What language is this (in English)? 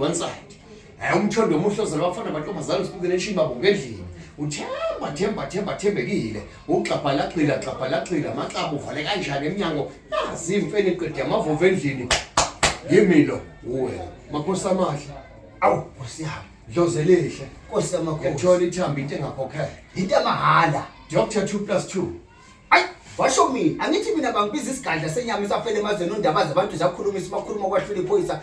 Zulu